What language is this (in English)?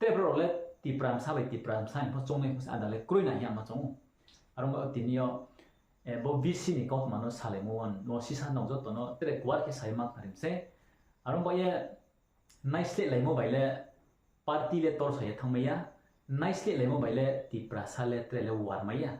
Riang (India)